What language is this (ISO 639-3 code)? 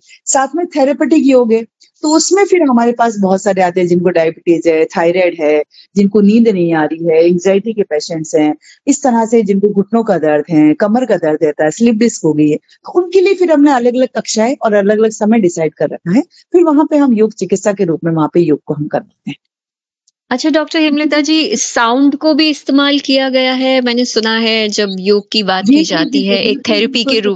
hin